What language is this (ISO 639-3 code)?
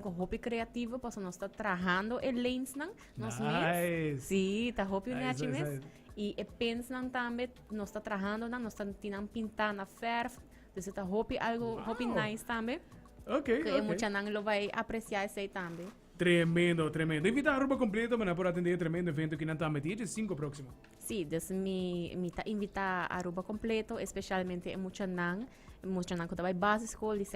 pap